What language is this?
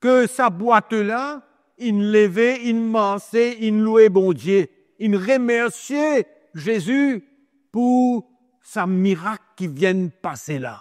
Morisyen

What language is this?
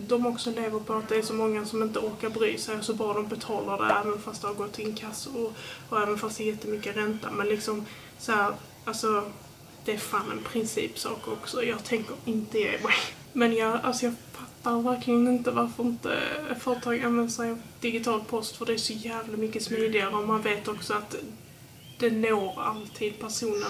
Swedish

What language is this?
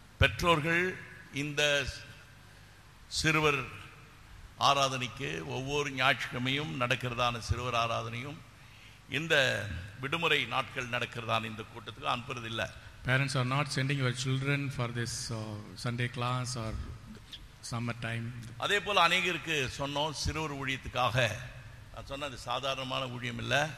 Tamil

